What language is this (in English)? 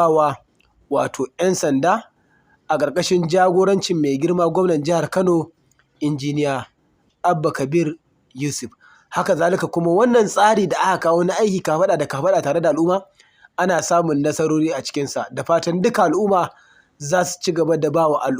Hausa